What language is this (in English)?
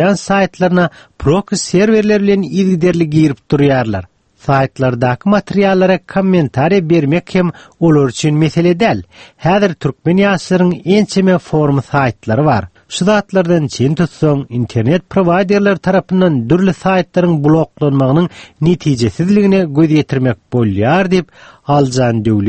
Turkmen